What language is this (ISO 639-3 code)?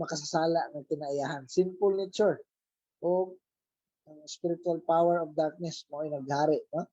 ceb